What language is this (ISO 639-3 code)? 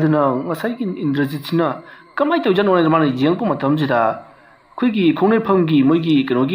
mni